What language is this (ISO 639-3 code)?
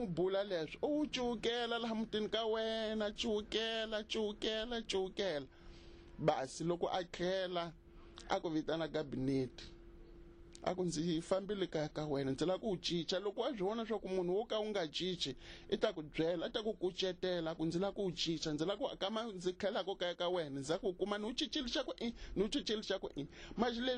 tso